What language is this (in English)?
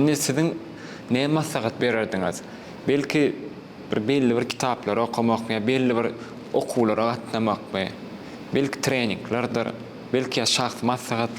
Turkmen